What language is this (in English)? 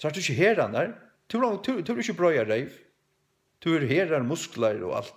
Faroese